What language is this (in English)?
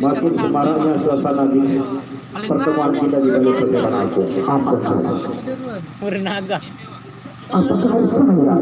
Sasak